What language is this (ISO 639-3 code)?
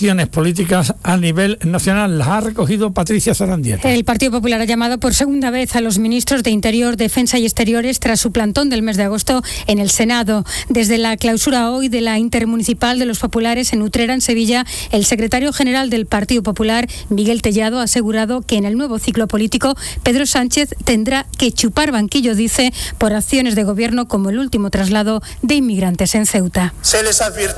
spa